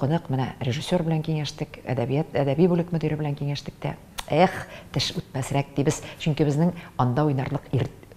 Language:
Tatar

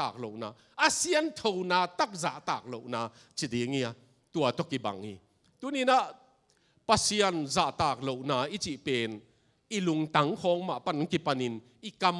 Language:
Tedim Chin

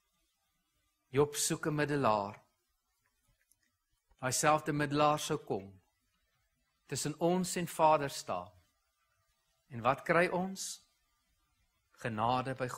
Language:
Afrikaans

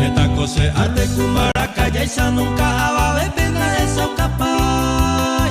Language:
Guarani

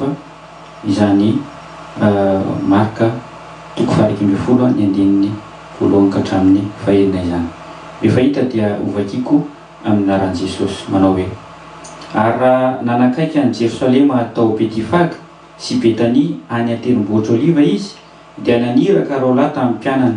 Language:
Malagasy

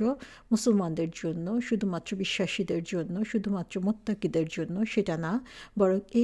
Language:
Bangla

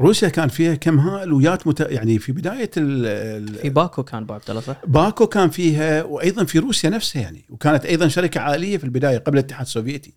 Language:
Gulf Arabic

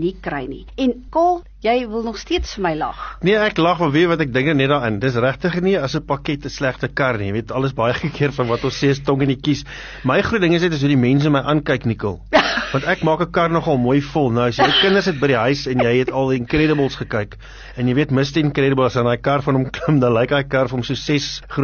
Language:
Afrikaans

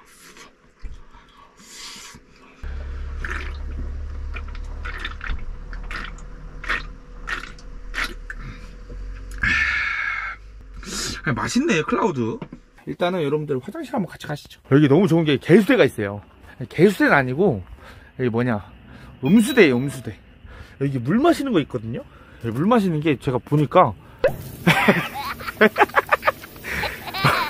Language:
Korean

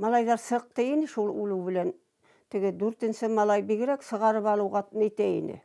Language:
Bashkir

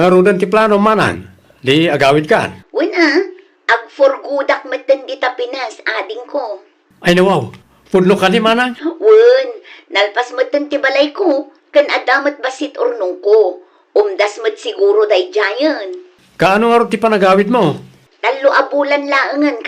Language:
Iloko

